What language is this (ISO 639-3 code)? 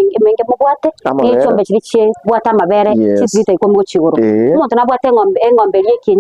guz